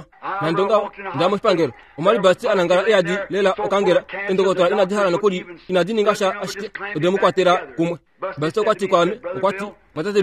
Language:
Kuanyama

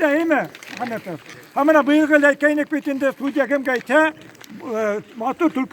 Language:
Bashkir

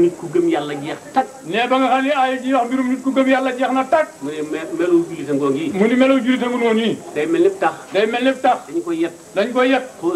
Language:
Wolof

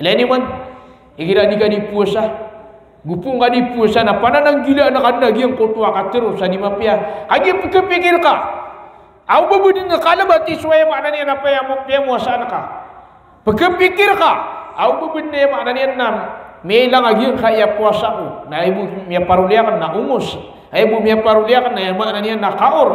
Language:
Maranao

